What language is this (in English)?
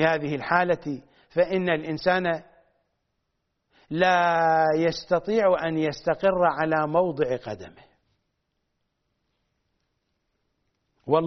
Arabic